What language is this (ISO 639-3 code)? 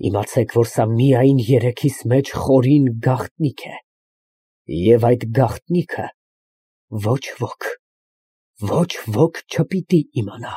hye